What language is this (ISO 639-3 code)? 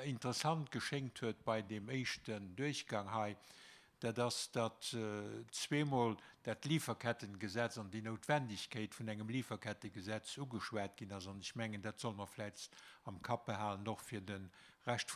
ltz